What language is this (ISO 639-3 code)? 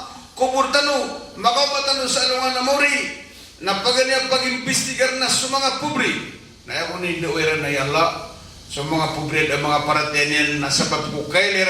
mrw